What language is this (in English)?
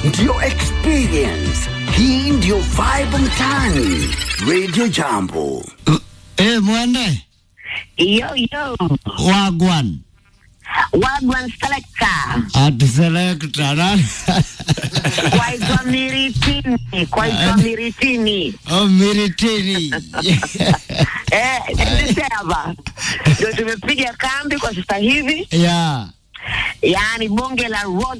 Swahili